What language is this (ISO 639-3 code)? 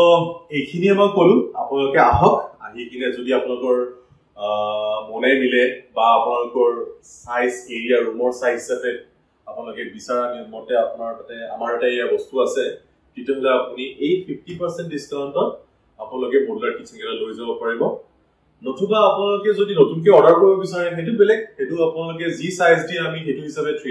asm